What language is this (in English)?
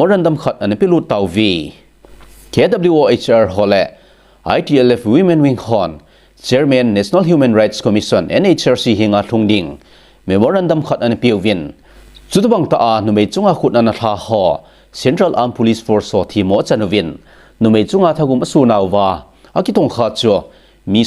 Thado Chin